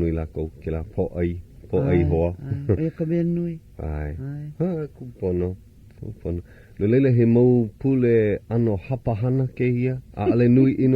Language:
Hawaiian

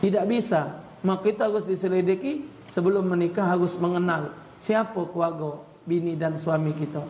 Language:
Musi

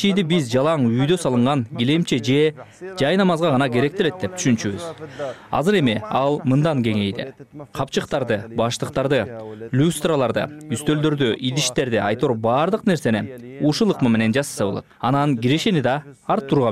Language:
Kyrgyz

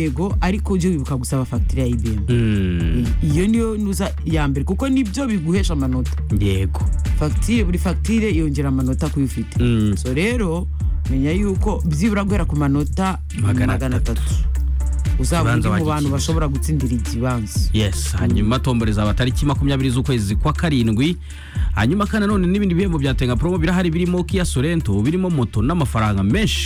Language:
Kinyarwanda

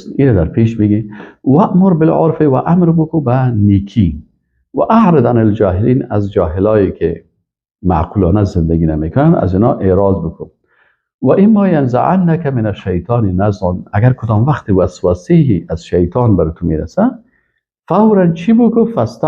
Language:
Persian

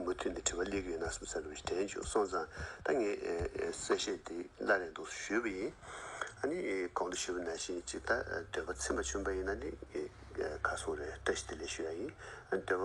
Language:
Tibetan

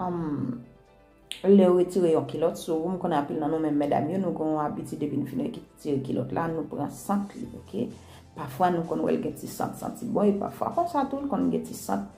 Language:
Haitian Creole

